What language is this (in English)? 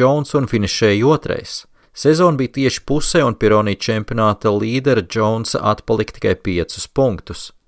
Latvian